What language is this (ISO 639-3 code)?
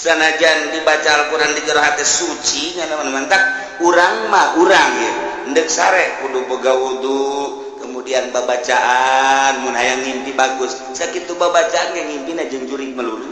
sun